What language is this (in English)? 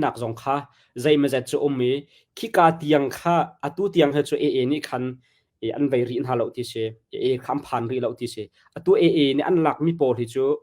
Hakha Chin